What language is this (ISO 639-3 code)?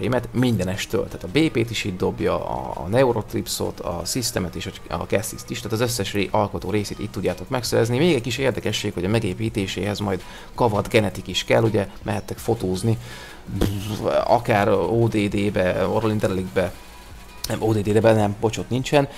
hun